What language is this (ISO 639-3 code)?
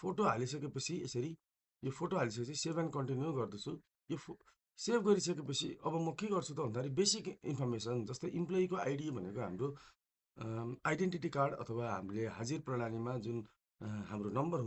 nep